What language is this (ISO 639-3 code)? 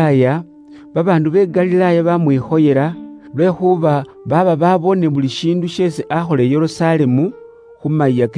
luy